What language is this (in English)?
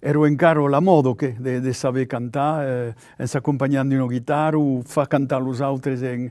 Occitan